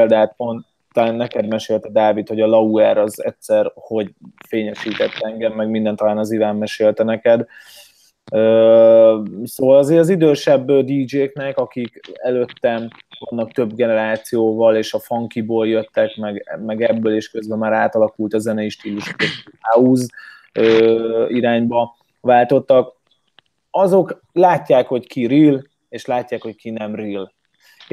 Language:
Hungarian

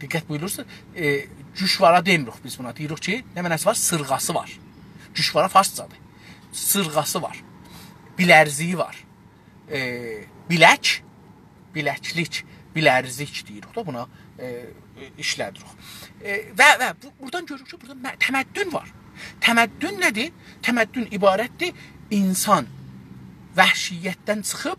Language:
South Azerbaijani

